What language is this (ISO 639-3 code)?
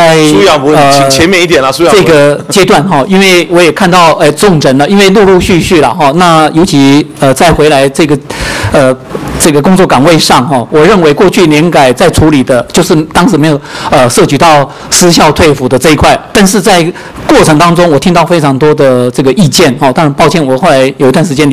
zho